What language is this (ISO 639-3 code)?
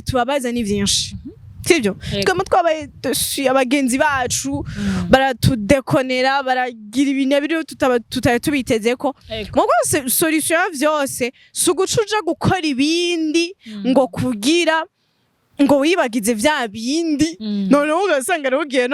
run